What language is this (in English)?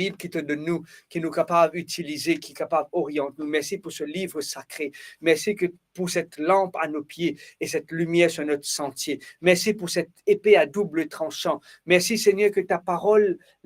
Morisyen